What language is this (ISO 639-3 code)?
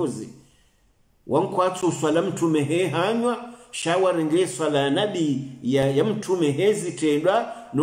swa